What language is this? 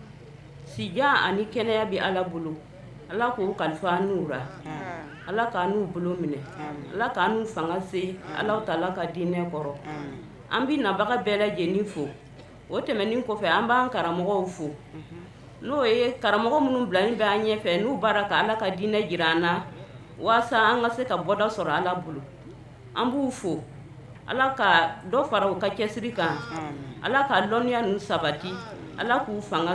Bambara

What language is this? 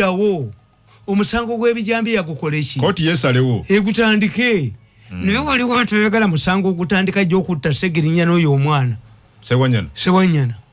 Ganda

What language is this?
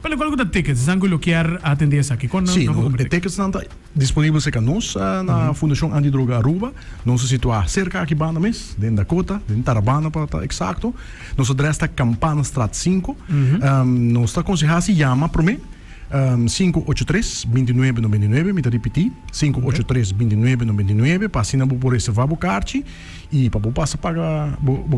Papiamento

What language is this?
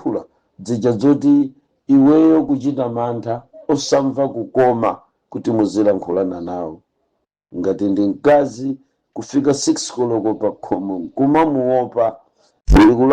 Nyanja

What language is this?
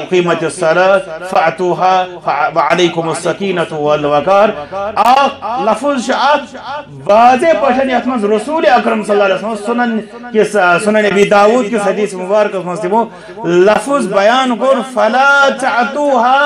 Kashmiri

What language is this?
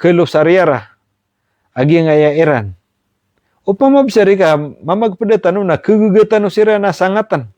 Maranao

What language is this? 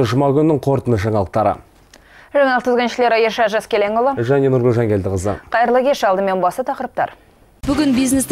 Kazakh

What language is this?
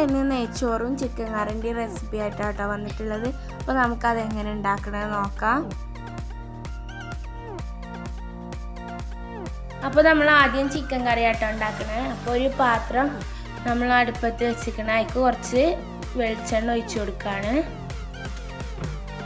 Malayalam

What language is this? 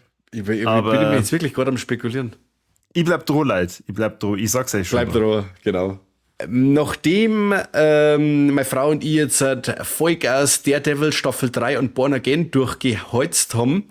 German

